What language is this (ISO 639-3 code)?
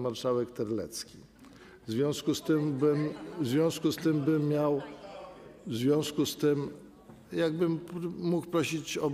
pol